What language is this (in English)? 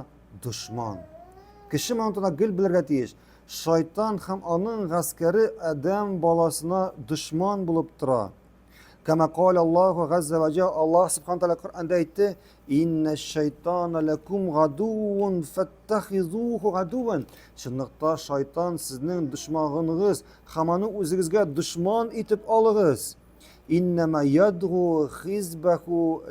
Tatar